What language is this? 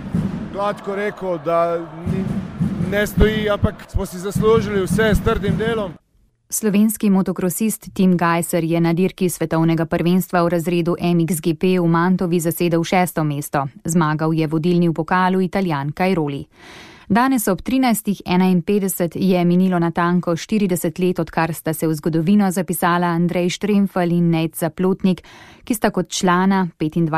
Slovenian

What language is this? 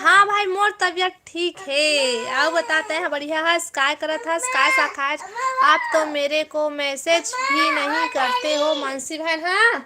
Chhattisgarhi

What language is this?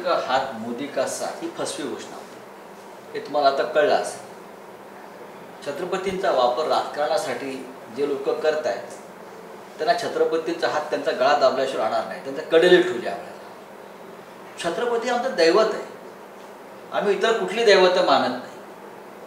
Marathi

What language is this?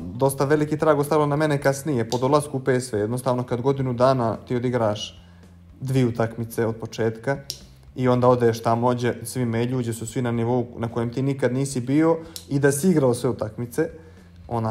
Bosnian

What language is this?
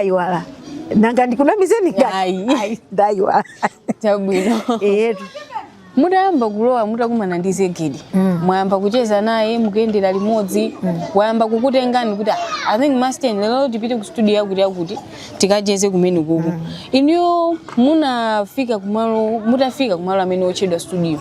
Nyanja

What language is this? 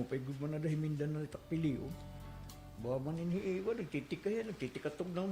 Waray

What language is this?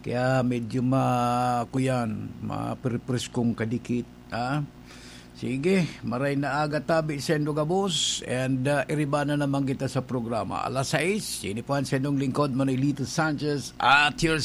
Bikol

